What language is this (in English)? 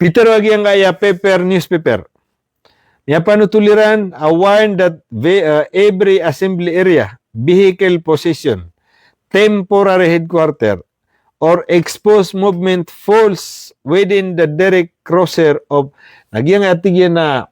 Maranao